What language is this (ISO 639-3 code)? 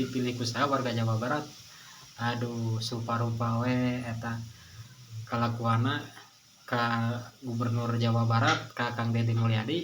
sun